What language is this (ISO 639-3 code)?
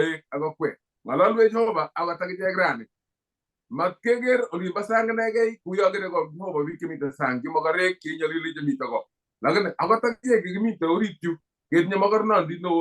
kln